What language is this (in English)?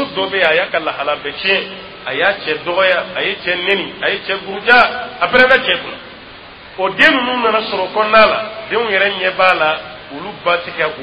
Dyula